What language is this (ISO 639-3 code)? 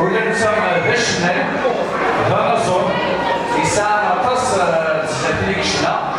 kab